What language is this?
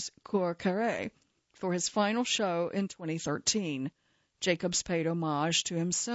English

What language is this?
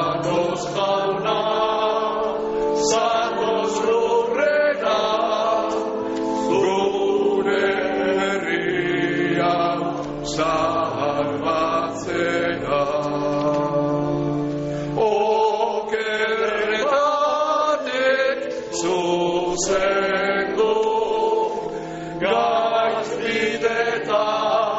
Basque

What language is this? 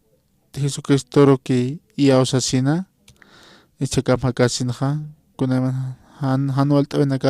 Aymara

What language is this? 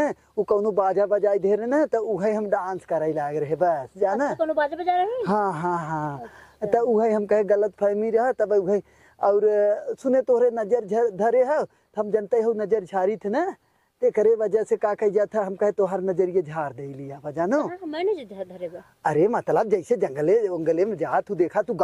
Awadhi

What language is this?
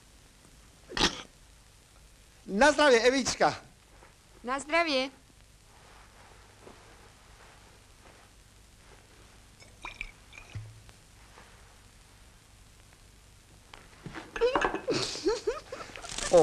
Slovak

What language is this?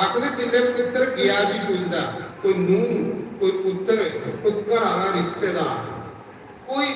Dogri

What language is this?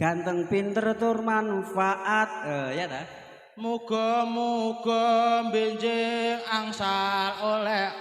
Javanese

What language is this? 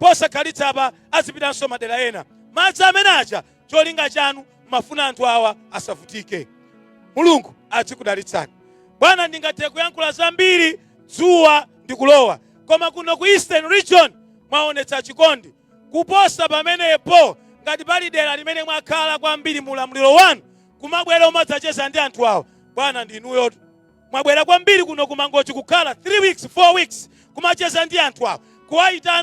Nyanja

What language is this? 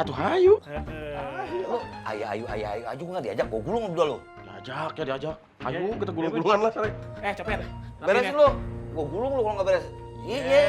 Betawi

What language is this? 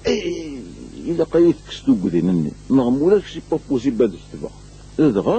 Kabyle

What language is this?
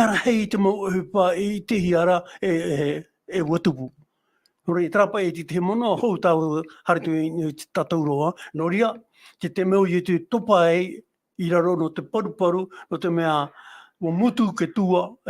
Tahitian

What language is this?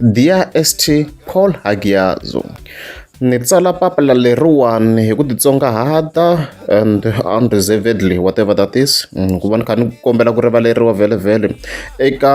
Tsonga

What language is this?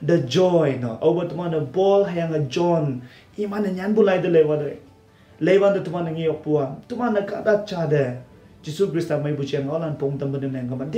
Konyak Naga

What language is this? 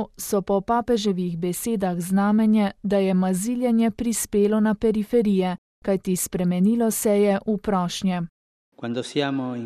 Slovenian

